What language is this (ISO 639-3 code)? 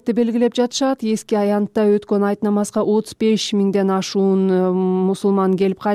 kir